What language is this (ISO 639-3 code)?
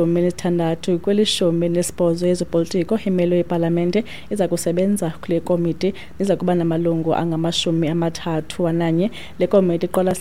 xho